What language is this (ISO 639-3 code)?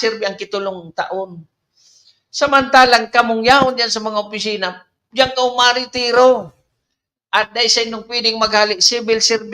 bik